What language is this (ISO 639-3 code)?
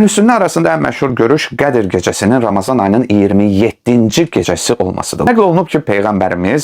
aze